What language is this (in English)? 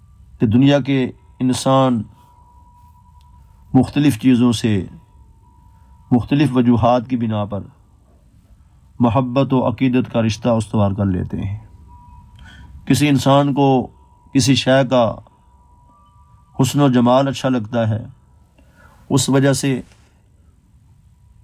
Urdu